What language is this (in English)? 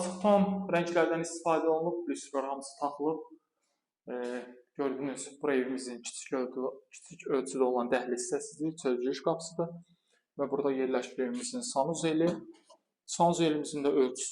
Azerbaijani